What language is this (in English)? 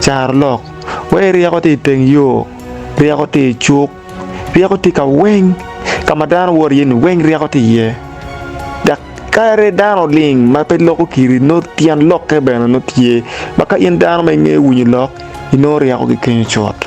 Acoli